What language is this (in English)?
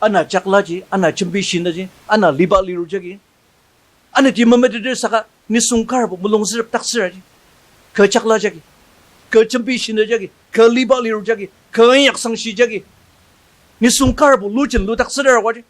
Ao Naga